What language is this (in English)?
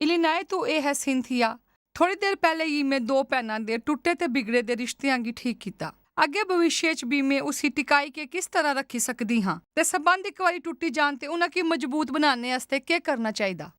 Dogri